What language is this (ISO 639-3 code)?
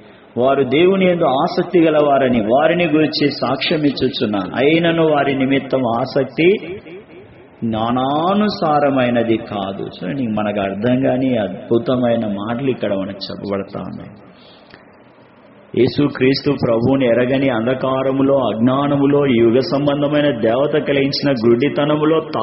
tel